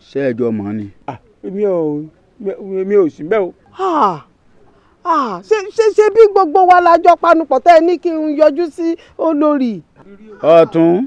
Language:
Yoruba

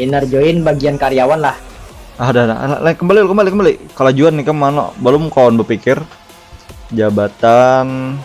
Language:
Banjar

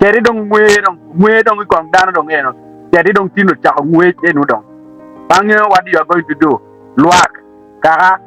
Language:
Acoli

